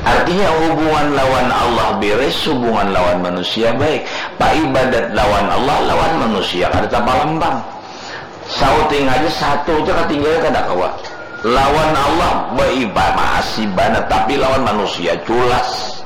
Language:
Banjar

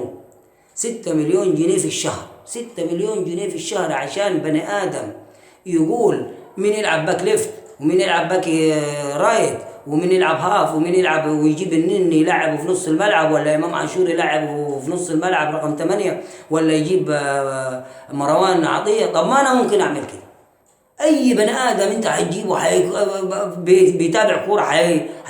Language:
Egyptian Arabic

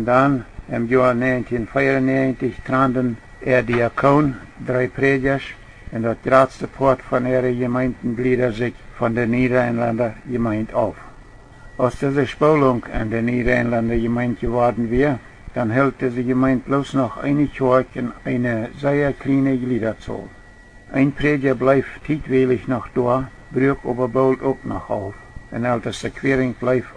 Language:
Plautdietsch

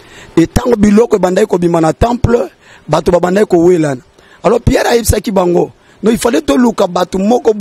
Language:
Lingala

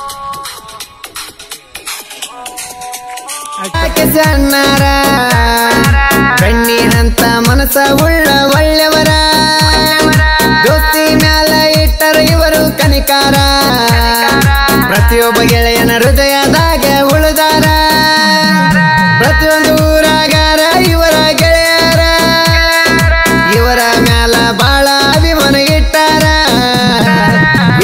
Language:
Kannada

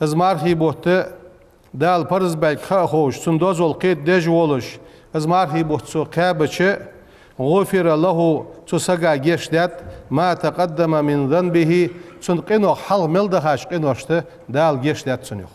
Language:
Ingush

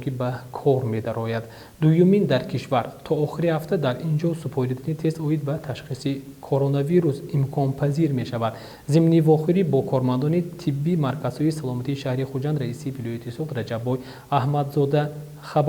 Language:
Tajik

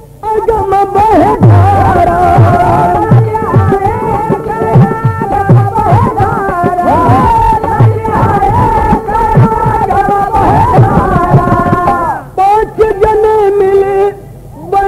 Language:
Bhojpuri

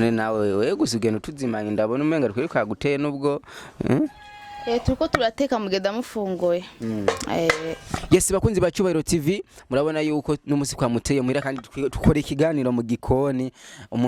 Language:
Rundi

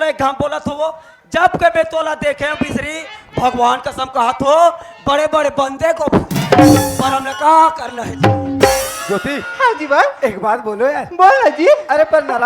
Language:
Chhattisgarhi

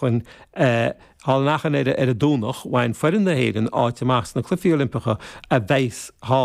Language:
Irish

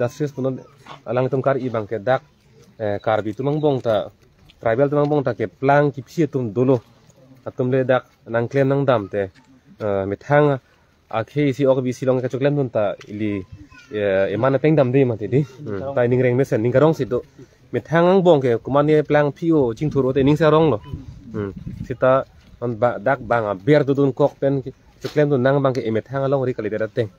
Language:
Karbi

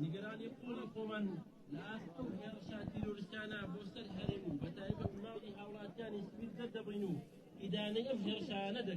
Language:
Central Kurdish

